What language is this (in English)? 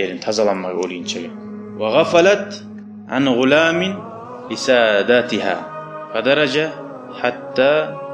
Kumyk